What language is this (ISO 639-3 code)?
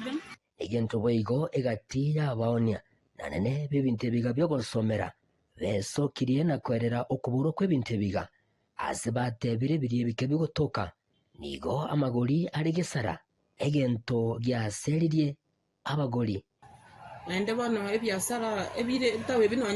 guz